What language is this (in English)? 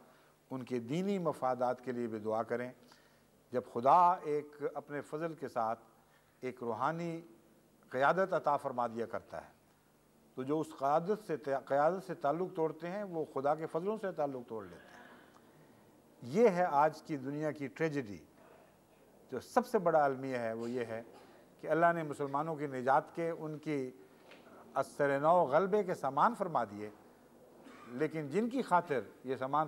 Urdu